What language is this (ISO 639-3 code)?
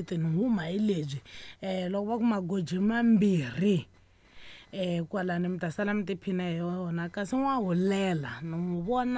tso